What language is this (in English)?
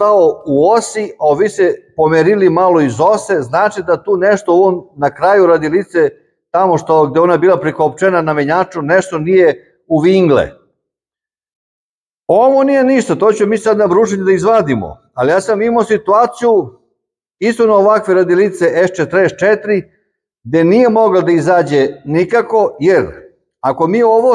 Serbian